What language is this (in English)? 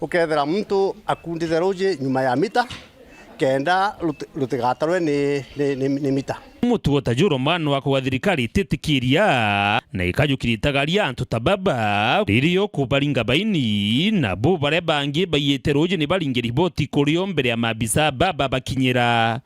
Meru